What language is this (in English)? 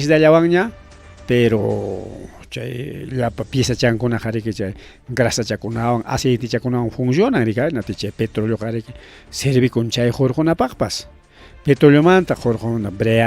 Ayacucho Quechua